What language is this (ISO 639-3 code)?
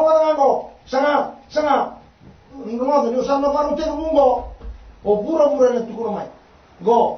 fij